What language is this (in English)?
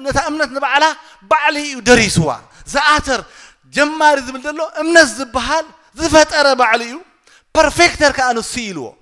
Tigrinya